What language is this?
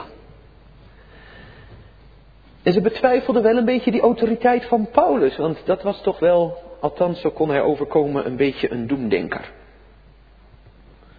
Dutch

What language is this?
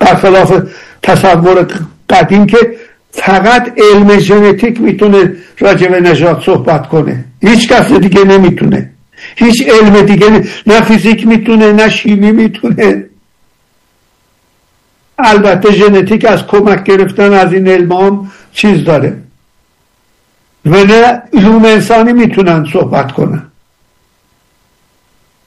Persian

